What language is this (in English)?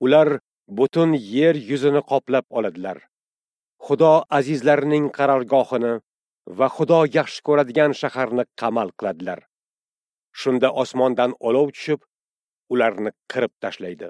Uzbek